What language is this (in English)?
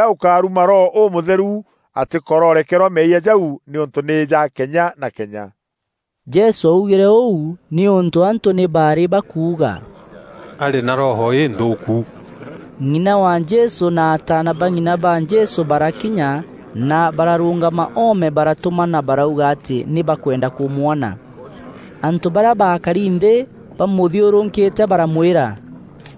Meru